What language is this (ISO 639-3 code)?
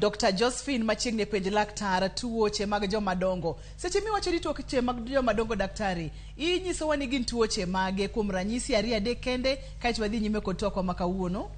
luo